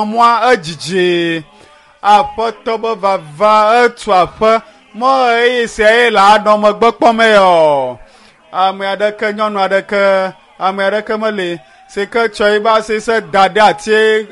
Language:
Ewe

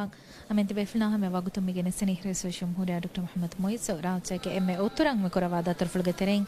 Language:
Divehi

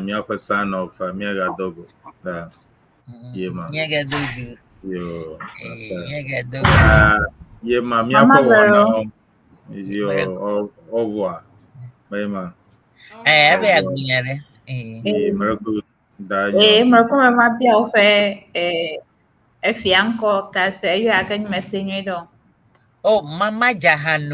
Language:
Ewe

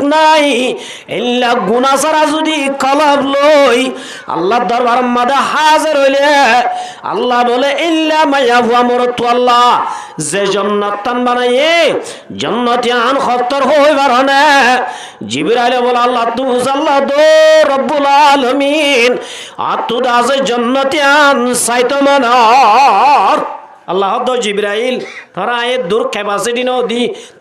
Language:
Rohingya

